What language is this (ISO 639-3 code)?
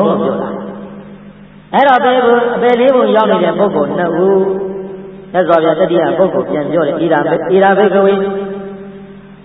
mya